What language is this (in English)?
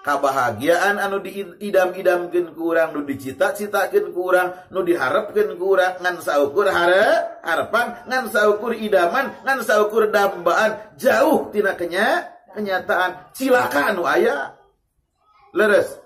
Sundanese